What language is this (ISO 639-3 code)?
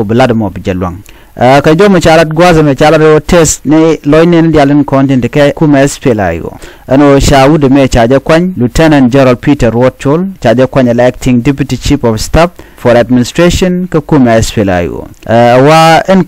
nus